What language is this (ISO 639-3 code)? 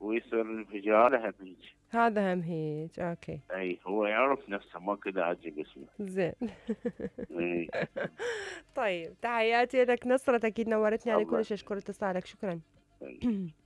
acm